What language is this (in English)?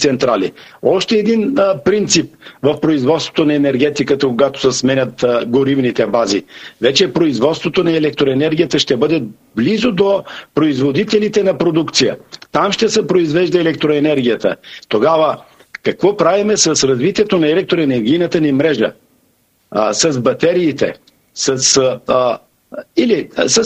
Bulgarian